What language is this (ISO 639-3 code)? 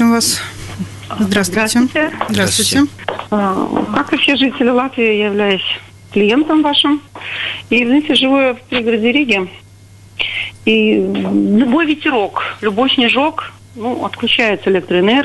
rus